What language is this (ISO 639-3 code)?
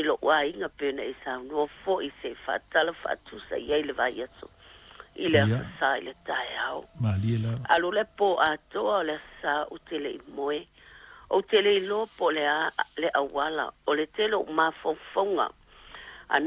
smo